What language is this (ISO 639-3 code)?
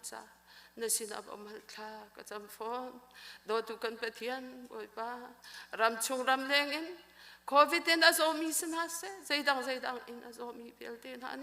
cnh